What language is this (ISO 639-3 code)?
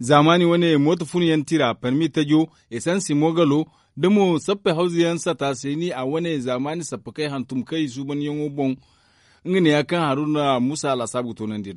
dje